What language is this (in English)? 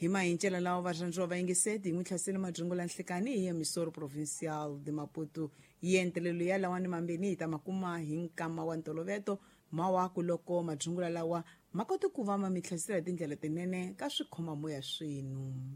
Tsonga